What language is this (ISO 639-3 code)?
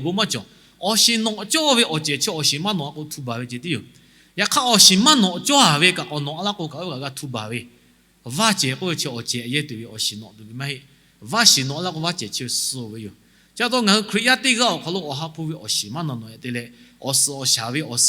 lhu